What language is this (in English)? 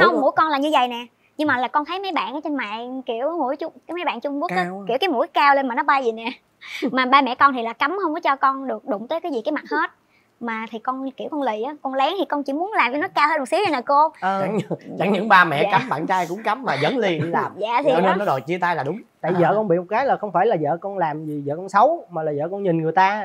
Vietnamese